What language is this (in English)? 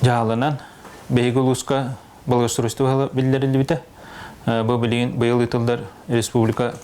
Yakut